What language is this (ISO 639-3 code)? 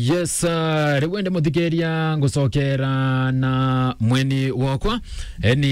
mer